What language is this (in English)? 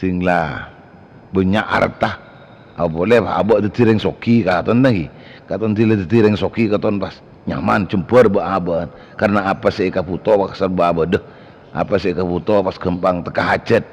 Madurese